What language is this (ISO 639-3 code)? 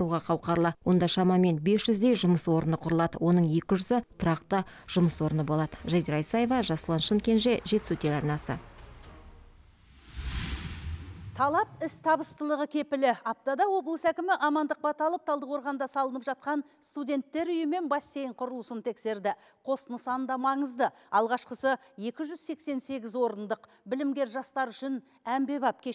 kaz